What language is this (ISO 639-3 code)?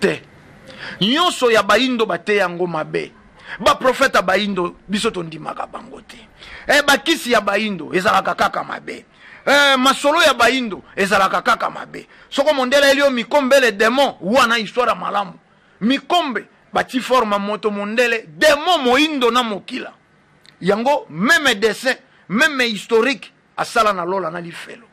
lin